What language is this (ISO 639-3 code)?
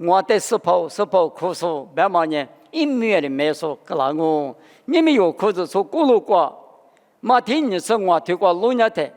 lis